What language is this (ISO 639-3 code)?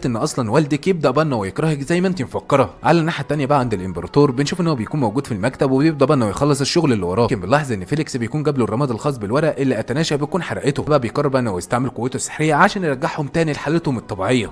arz